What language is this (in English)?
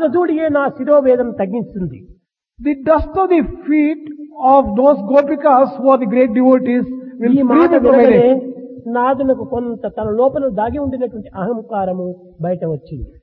Telugu